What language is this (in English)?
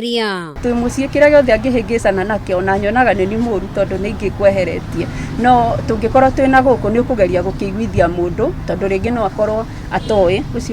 Kikuyu